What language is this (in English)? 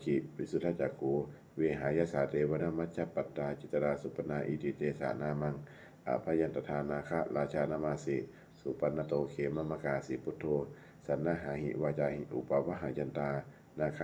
Pali